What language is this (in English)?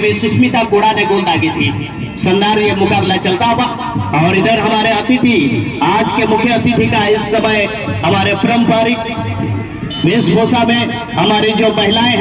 Santali